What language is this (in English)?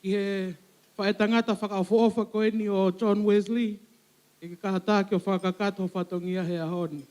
Tongan